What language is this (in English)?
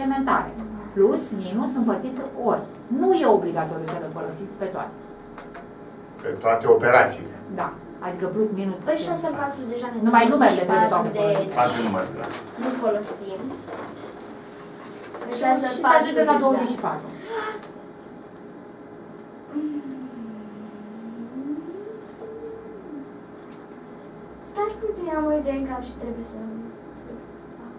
Romanian